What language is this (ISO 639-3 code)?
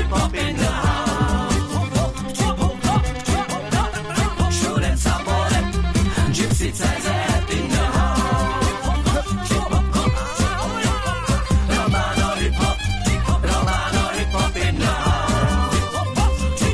ces